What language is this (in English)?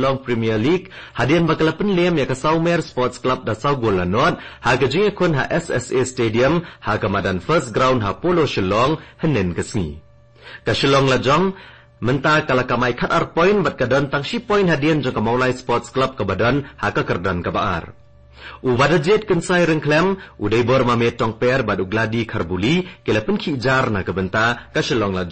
Khasi